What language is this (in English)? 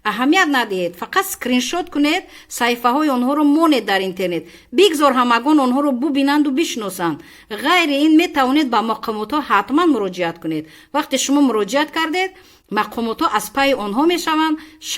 Tajik